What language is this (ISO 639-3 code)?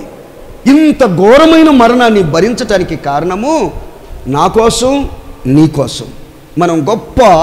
tel